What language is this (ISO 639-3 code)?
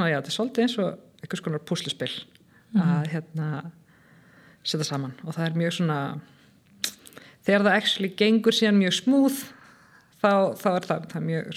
isl